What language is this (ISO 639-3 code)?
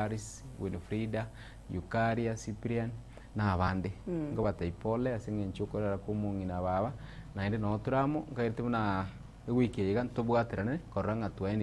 guz